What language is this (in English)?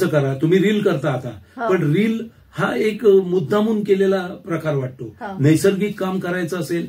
Marathi